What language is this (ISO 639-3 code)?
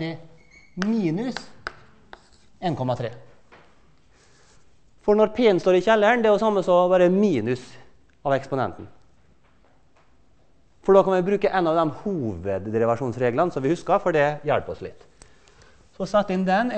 nor